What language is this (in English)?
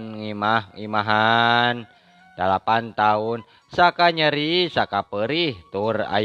Sundanese